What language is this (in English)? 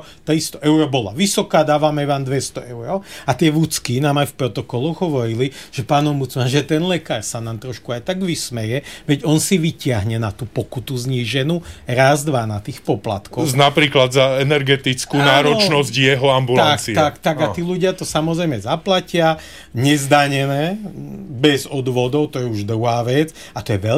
Slovak